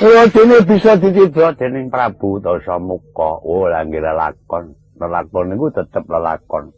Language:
Javanese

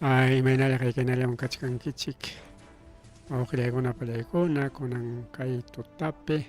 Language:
Ayacucho Quechua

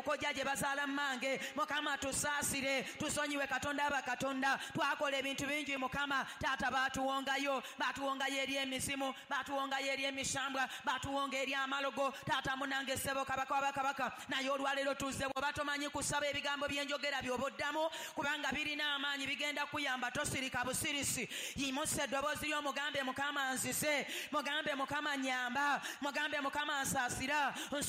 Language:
Ganda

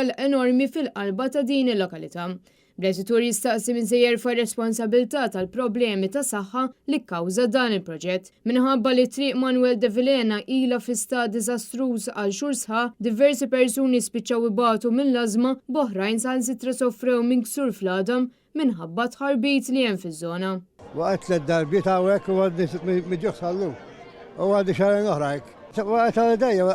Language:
Maltese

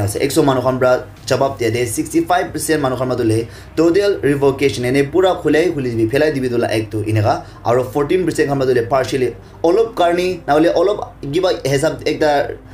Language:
Naga Pidgin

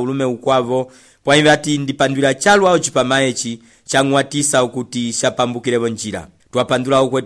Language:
Umbundu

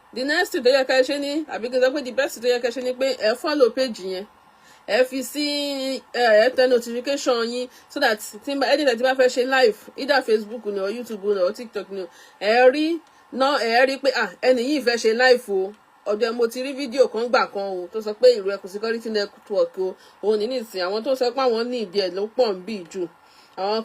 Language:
Yoruba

